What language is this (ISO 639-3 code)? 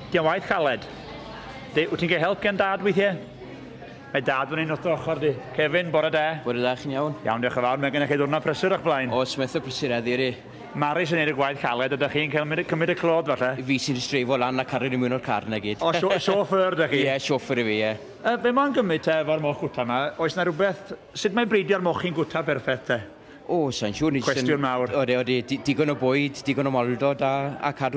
cym